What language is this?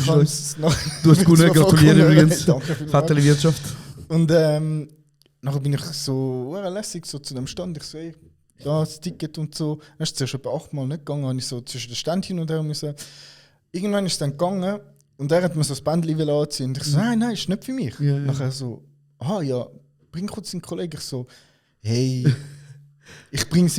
Swiss German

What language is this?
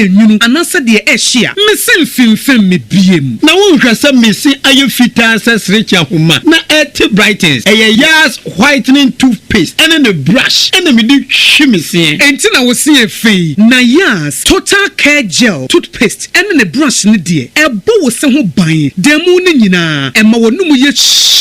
Akan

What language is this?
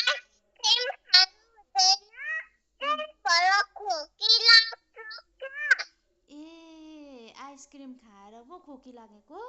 Nepali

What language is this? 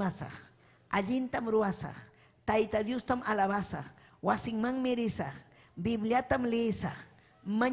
Ayacucho Quechua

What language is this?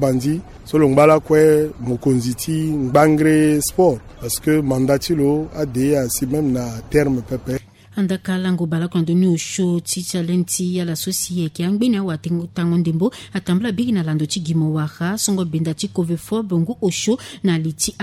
Sango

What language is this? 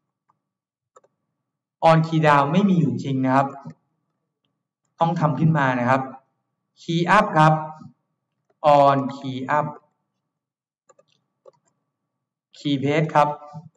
Thai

